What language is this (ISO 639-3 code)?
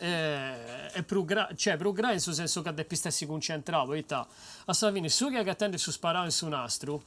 srd